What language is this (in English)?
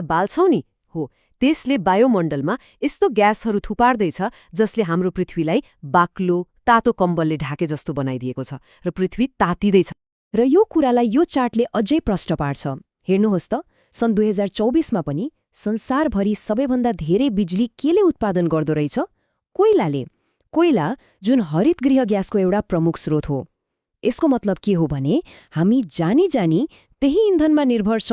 Nepali